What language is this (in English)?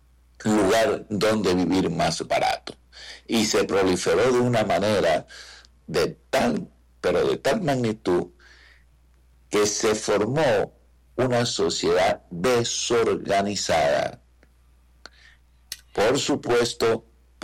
Spanish